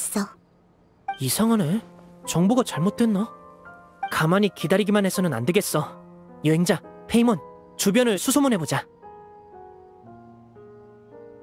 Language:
Korean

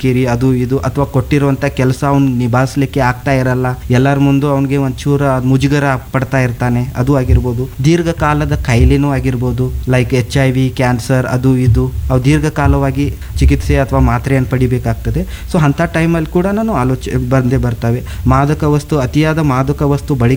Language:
Kannada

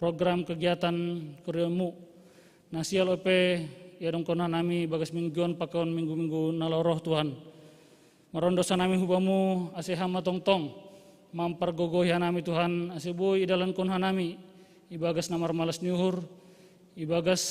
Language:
Batak Simalungun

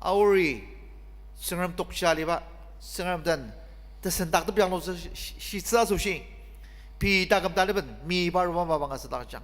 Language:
Ao Naga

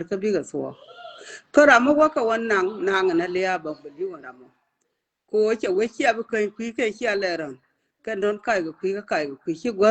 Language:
Nuer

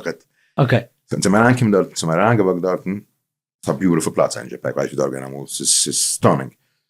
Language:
Yiddish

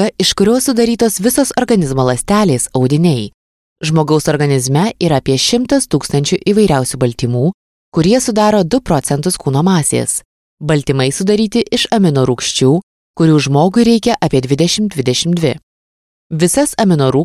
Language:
Lithuanian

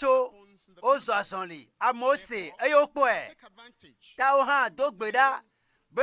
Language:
Ewe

